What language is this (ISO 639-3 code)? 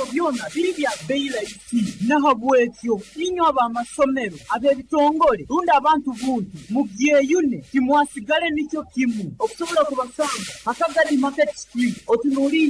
nyo